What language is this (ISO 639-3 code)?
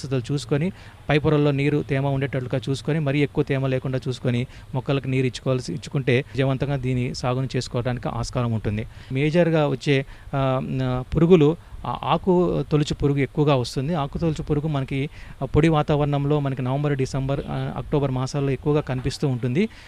tel